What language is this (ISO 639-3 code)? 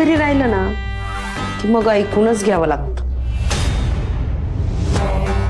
mar